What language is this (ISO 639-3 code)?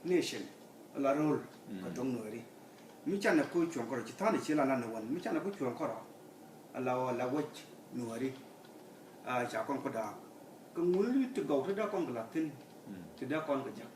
nus